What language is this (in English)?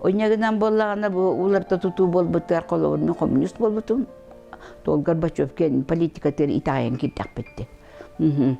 Yakut